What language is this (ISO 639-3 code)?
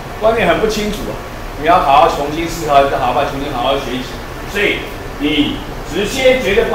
zho